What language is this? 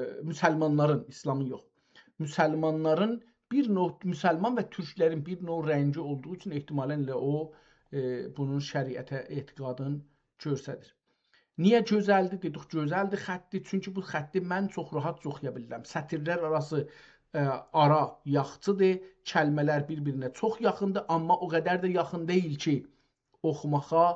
South Azerbaijani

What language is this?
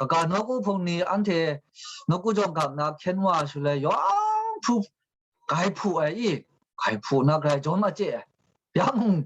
Kachin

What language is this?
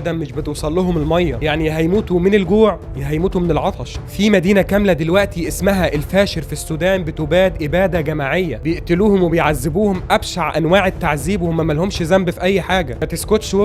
Egyptian Arabic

